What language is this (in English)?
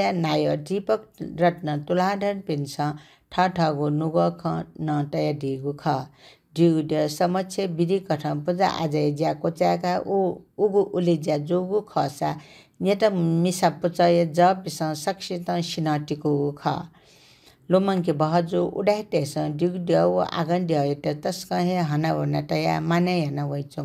Newari